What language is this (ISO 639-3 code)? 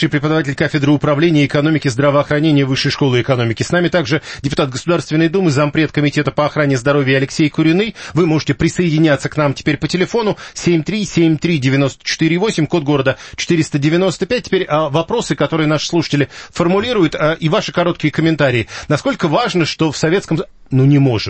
rus